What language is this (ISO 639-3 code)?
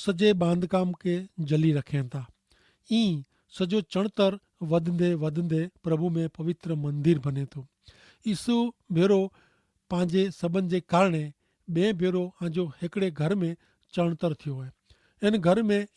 kfr